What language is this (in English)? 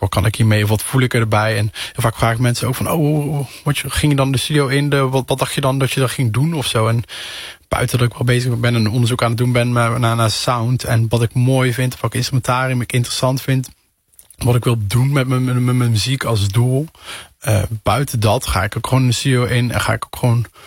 Dutch